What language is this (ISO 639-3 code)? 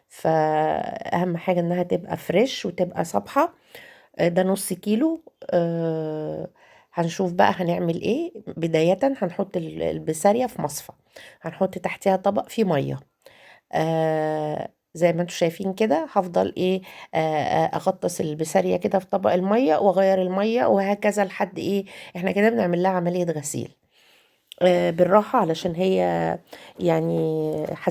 arz